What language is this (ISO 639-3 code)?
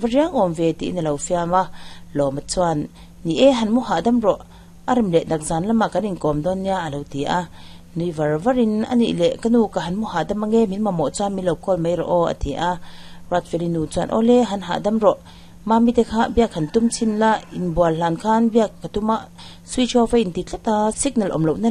lus